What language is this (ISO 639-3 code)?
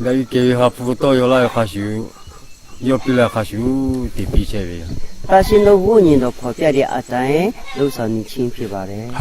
lhu